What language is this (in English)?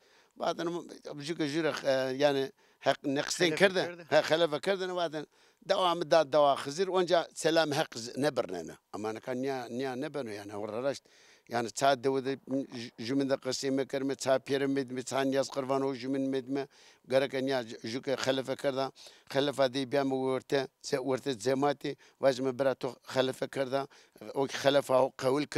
Zaza